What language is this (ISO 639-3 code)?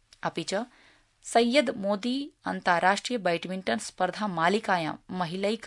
san